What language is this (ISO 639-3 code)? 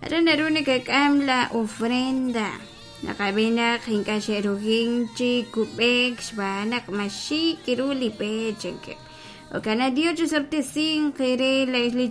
kek